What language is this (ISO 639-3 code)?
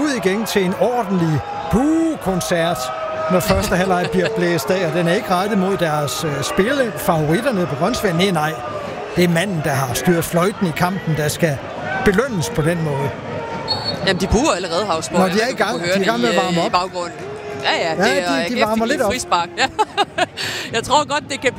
dan